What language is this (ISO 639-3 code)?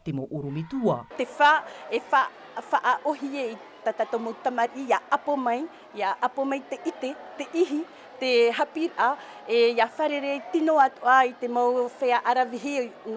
tah